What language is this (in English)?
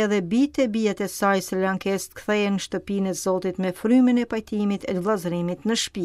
Albanian